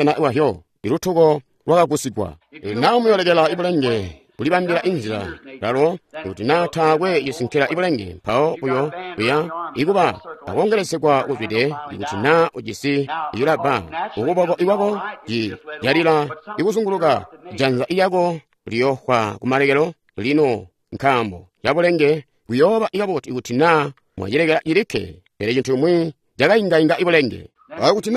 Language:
Tonga (Zambia)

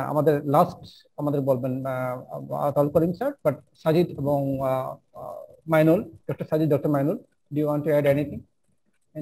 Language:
Bangla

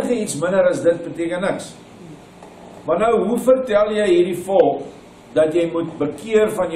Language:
Afrikaans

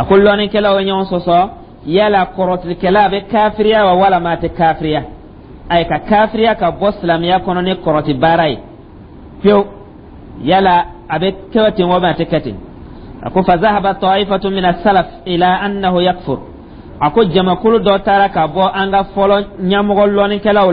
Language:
Dyula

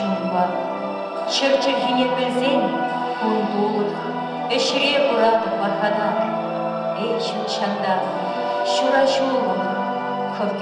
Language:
Chuvash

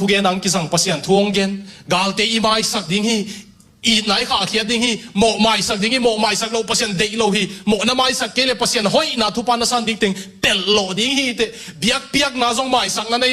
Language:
Tedim Chin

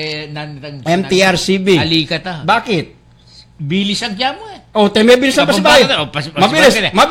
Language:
Pampanga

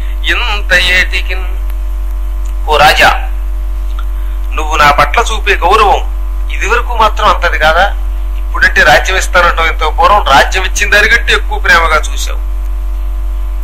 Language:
Telugu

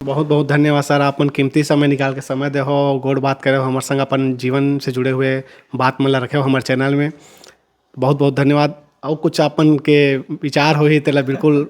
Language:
Chhattisgarhi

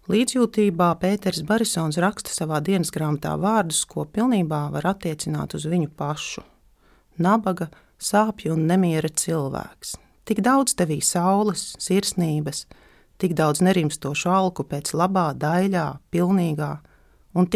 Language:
Latvian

